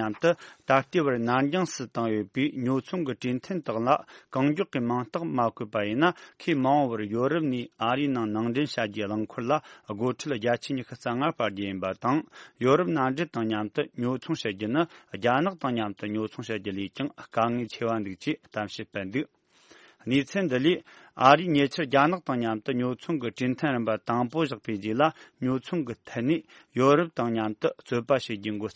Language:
Tibetan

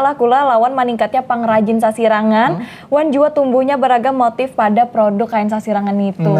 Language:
Banjar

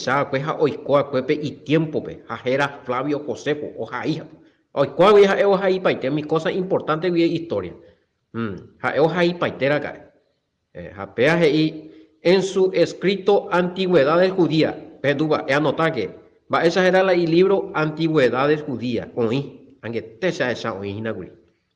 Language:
Guarani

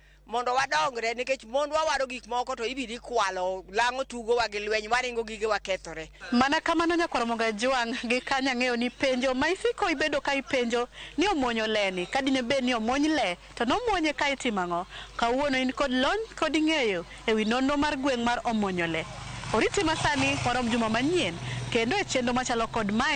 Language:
Luo (Kenya and Tanzania)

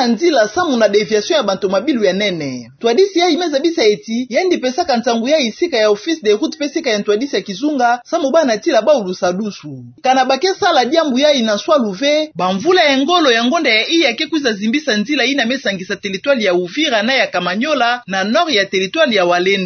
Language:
Kituba (Democratic Republic of Congo)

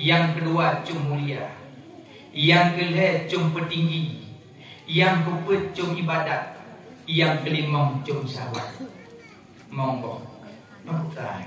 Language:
Achinese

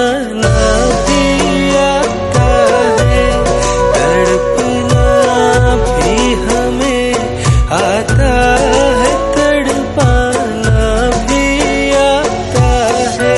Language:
Hindi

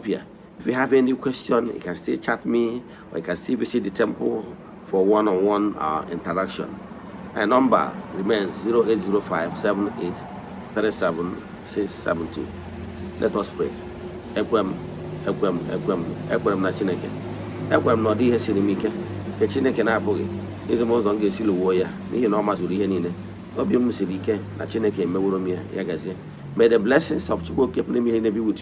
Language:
Igbo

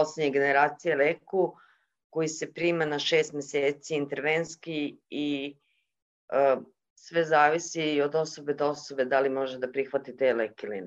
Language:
Serbian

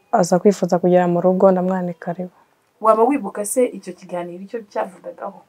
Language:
Kinyarwanda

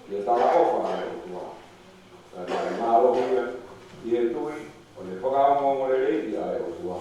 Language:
Tongan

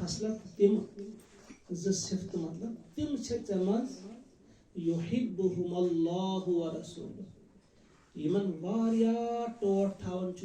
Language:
Kashmiri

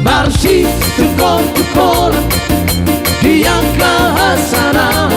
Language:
Batak Toba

